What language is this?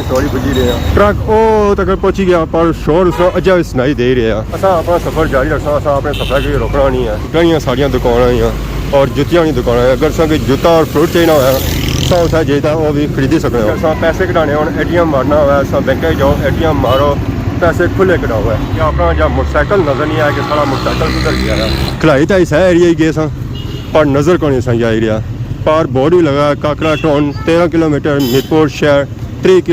Pahari-Potwari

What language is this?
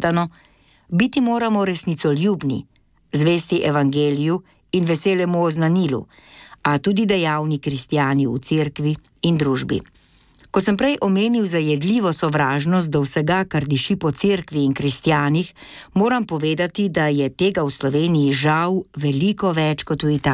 Slovenian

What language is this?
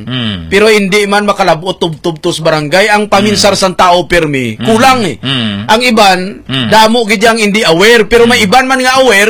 Hiligaynon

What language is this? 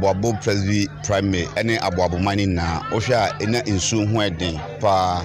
Akan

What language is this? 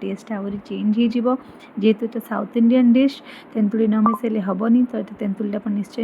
Odia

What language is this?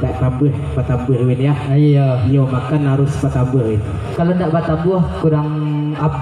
Minangkabau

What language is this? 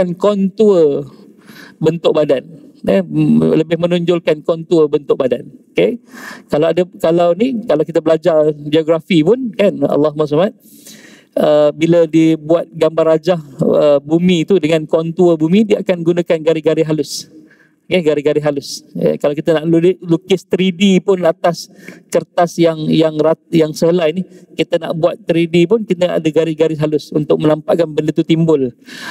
Malay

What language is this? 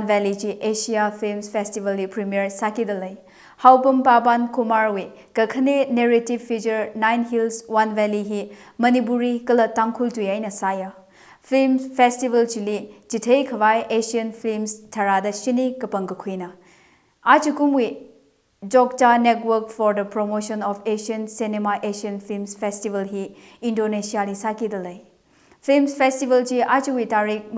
Tangkhul Naga (India)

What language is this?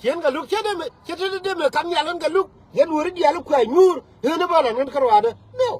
Nuer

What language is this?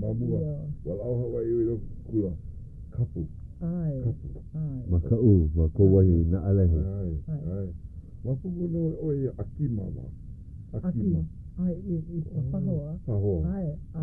Hawaiian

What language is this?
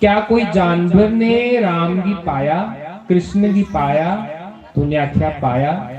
Dogri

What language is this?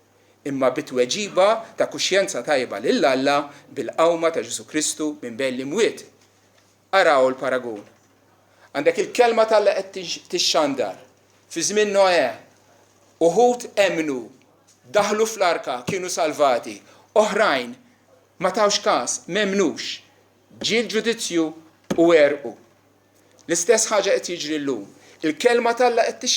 Maltese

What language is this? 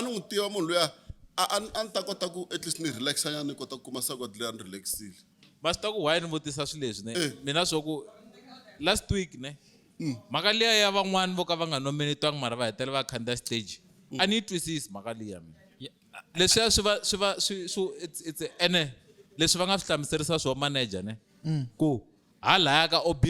Tsonga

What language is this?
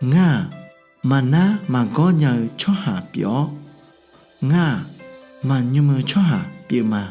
Akha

